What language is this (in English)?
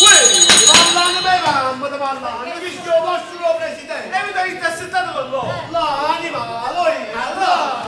Neapolitan